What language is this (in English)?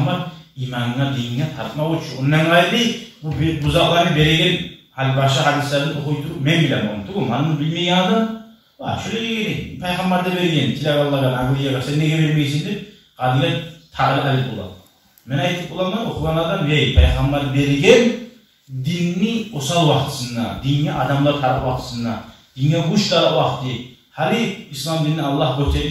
Kumyk